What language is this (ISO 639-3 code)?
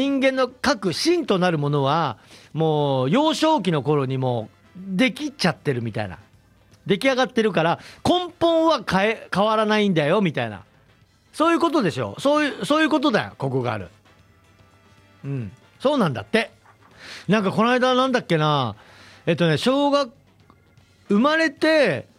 jpn